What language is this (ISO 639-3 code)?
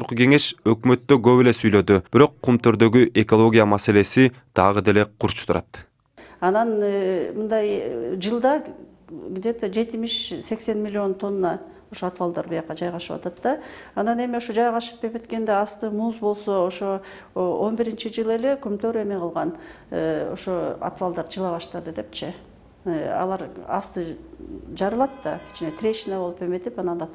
kir